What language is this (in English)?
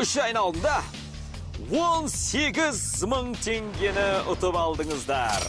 Kara-Kalpak